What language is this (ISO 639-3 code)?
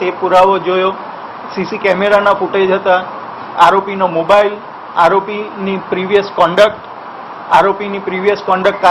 guj